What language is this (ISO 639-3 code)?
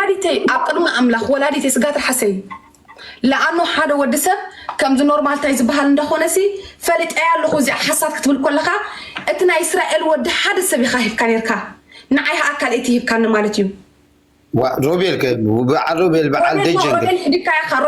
tir